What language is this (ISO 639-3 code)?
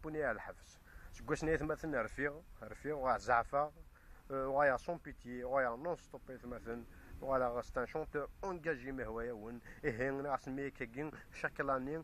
kab